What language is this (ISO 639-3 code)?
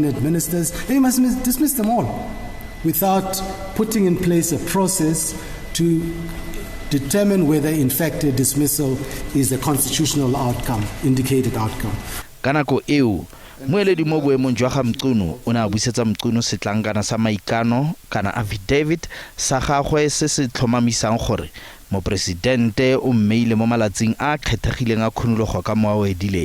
tsn